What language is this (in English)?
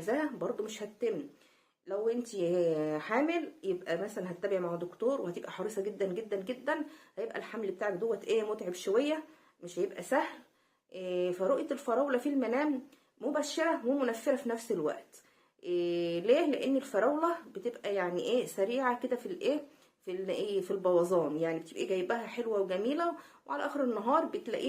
Egyptian Arabic